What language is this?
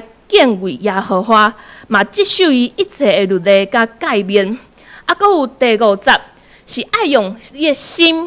Min Nan Chinese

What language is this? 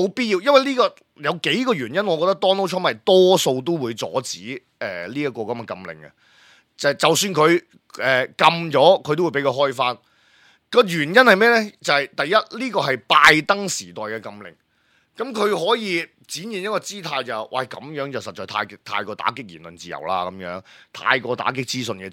Cantonese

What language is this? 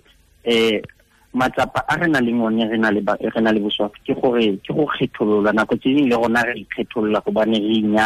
Tswana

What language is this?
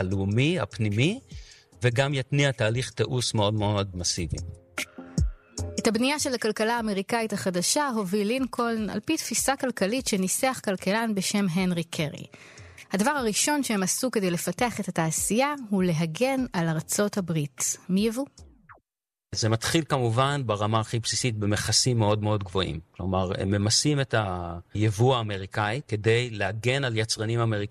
Hebrew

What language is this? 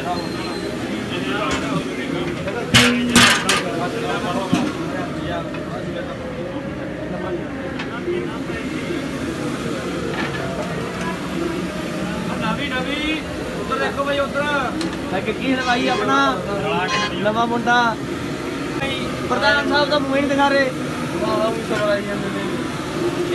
Punjabi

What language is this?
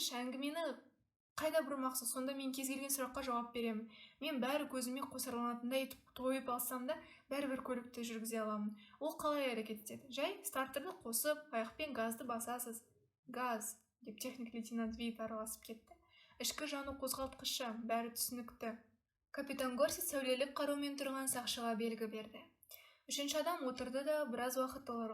Kazakh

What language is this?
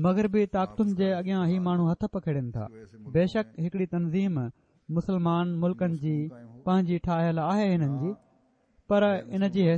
Sindhi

